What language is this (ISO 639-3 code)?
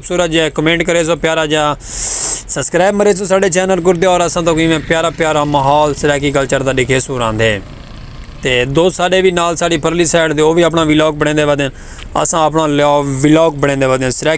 skr